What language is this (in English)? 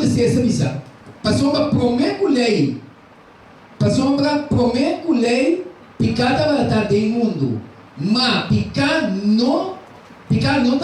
Papiamento